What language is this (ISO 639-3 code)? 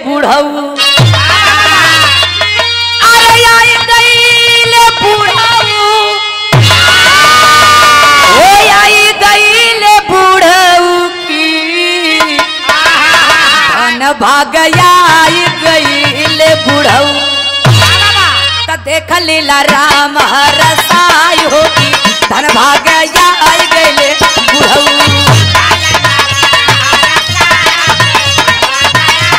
bho